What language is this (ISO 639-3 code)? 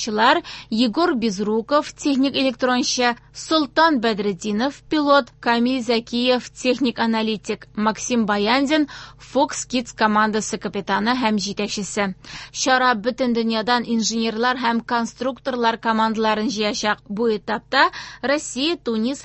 tat